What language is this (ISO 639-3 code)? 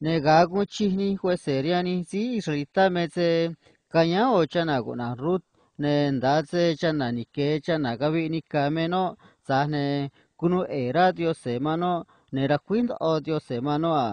trc